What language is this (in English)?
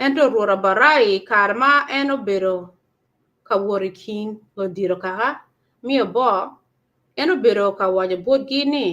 Acoli